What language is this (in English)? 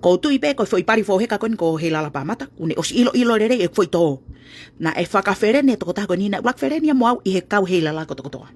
Tongan